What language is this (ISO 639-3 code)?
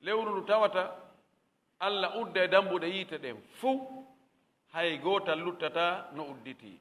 ful